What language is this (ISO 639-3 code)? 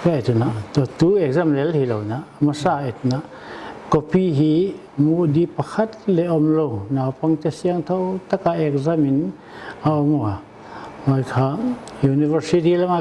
pck